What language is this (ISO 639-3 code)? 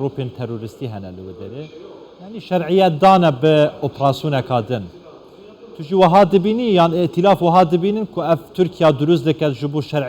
kur